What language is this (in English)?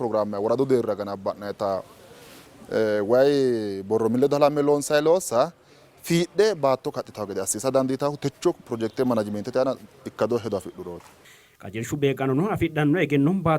Sidamo